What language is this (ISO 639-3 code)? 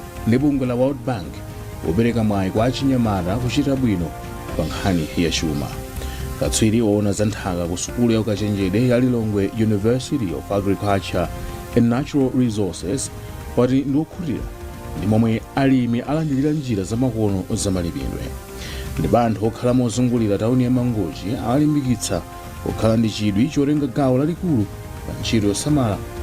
nya